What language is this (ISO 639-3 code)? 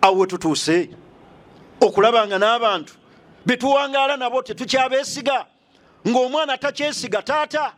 lug